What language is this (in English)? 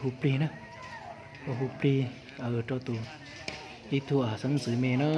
Hmong